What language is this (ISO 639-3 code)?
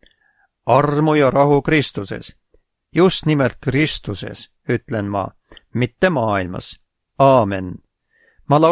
est